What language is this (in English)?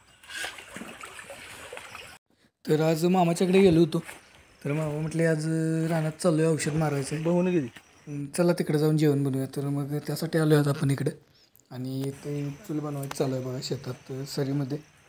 Marathi